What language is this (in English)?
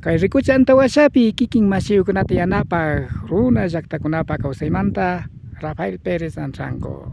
Imbabura Highland Quichua